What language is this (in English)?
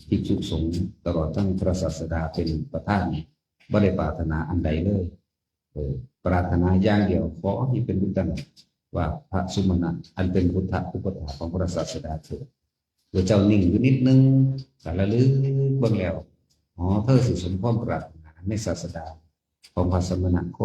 Northeastern Thai